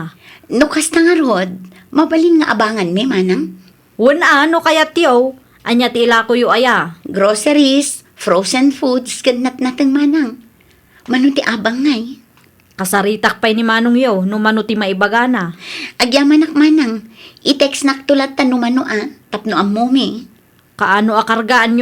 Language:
Iloko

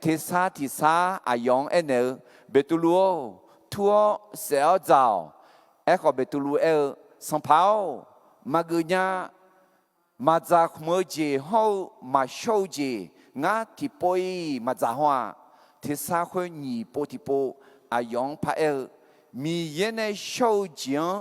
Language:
Akha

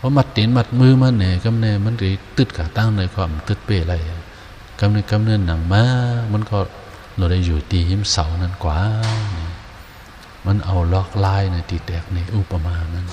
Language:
Shan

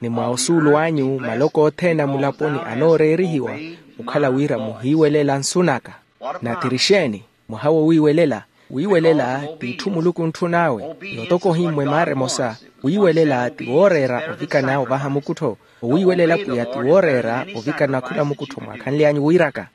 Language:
Makhuwa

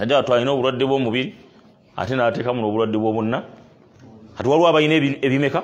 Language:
Ganda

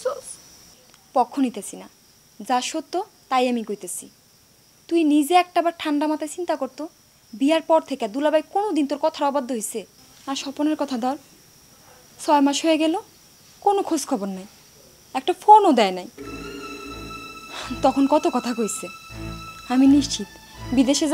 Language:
Bangla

